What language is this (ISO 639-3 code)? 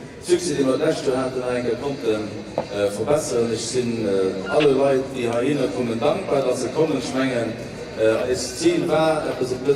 ltz